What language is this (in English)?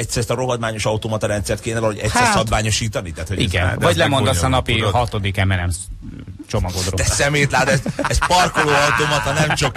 Hungarian